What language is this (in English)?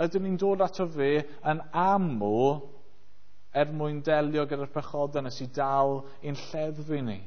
Welsh